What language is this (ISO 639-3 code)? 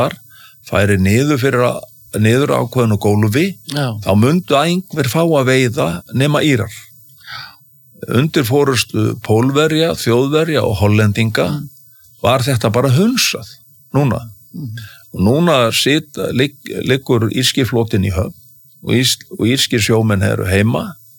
isl